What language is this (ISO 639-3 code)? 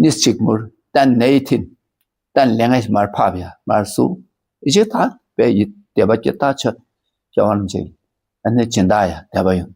dka